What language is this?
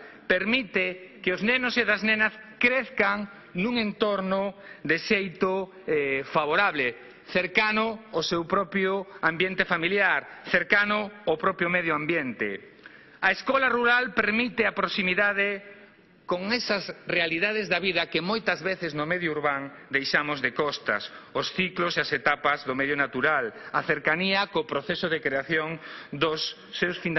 Galician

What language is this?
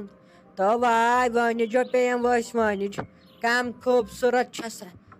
Kashmiri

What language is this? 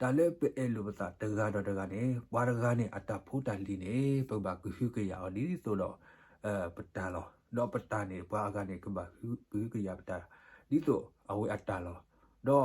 S'gaw Karen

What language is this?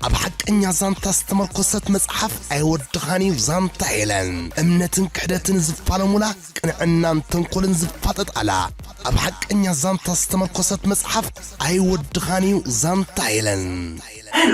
Tigrinya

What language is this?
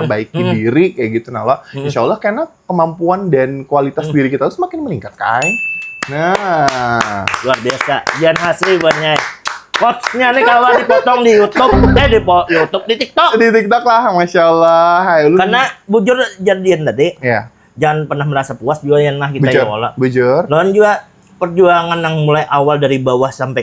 Banjar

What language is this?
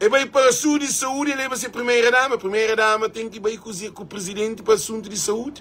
Kabuverdianu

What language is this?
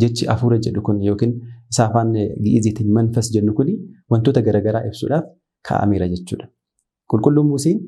Oromo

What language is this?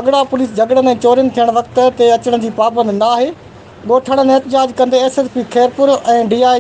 Sindhi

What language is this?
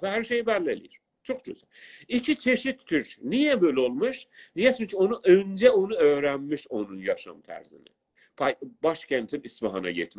South Azerbaijani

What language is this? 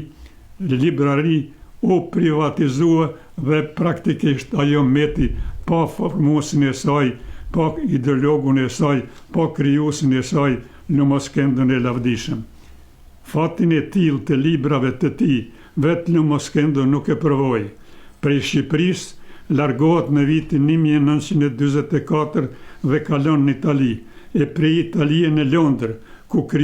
Albanian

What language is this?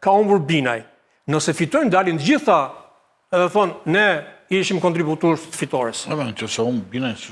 Albanian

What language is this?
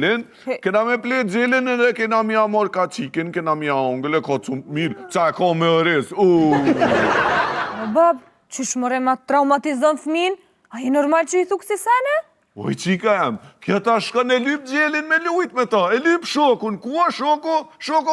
Albanian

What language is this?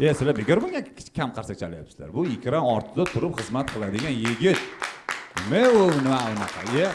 Uzbek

